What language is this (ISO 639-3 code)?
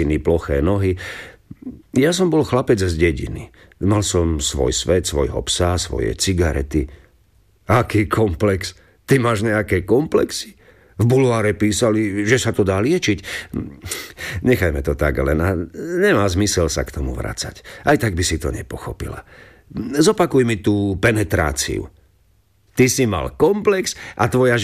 slk